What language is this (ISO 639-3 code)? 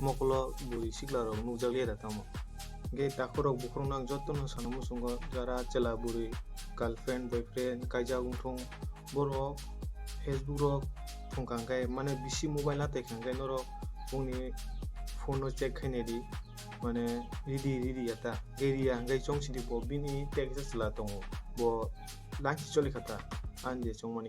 trp